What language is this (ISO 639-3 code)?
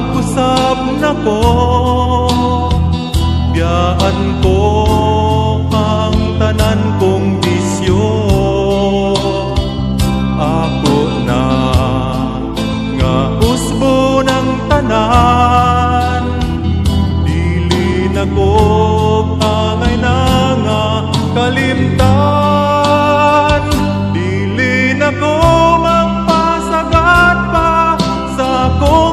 ceb